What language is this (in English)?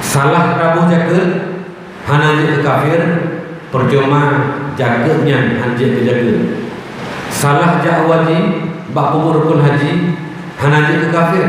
Achinese